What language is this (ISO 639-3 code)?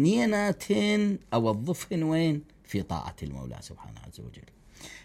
acm